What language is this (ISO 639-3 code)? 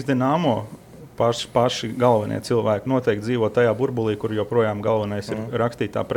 lav